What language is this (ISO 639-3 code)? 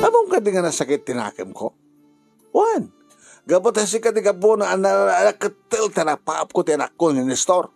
ilo